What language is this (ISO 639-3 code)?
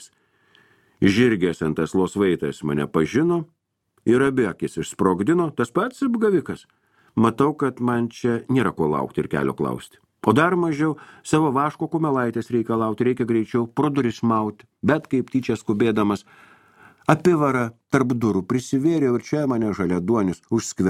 lit